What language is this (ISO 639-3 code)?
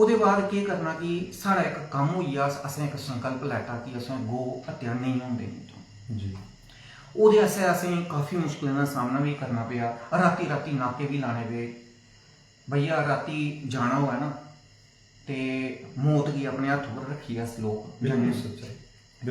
doi